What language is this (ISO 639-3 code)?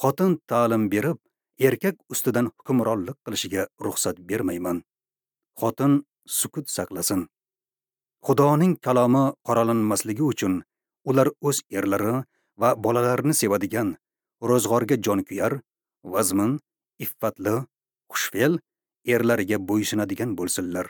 uzb